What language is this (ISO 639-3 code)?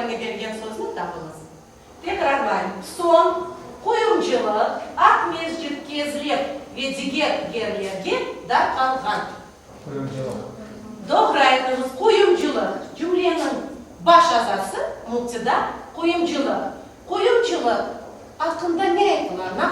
crh